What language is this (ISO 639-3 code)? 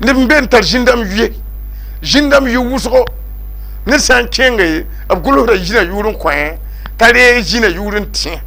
mos